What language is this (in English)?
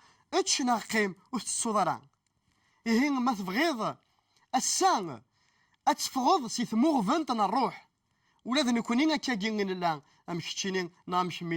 Kabyle